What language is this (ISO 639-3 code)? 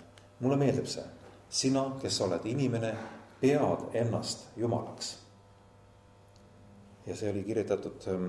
est